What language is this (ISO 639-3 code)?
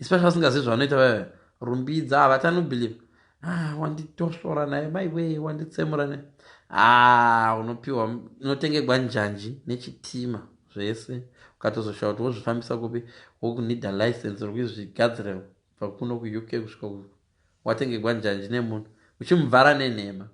sna